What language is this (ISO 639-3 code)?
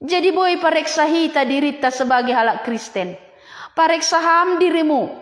bts